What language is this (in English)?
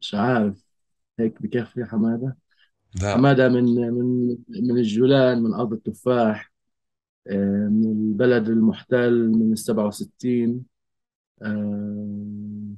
North Levantine Arabic